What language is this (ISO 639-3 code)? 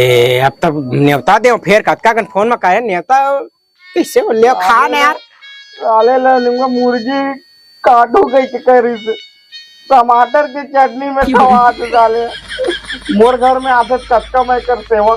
hne